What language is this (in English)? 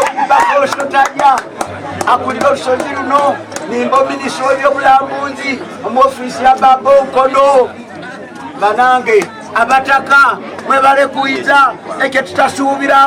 Soga